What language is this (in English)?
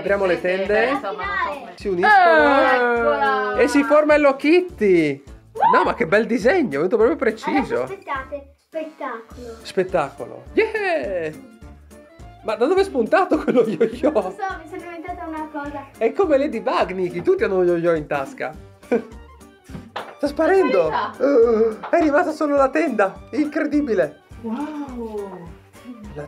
Italian